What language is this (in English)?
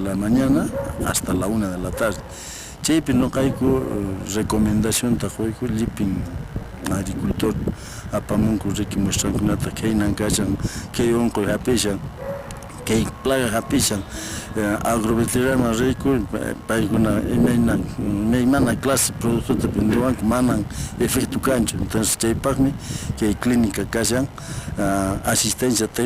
Quechua